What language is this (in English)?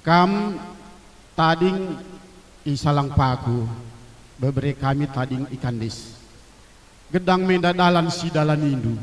Batak Karo